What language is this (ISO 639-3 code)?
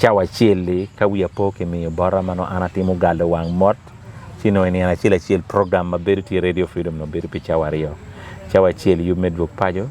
ach